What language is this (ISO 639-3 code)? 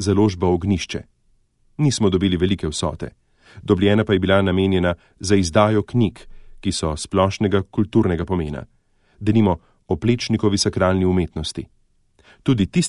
slv